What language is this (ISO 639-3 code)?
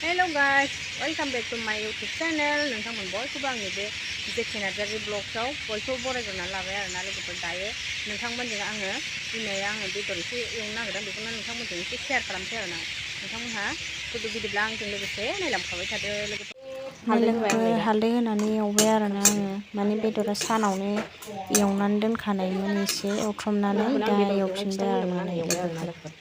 brx